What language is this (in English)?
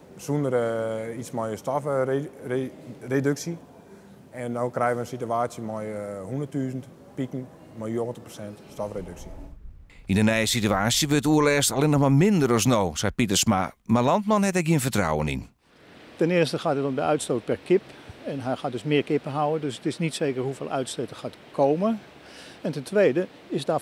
Western Frisian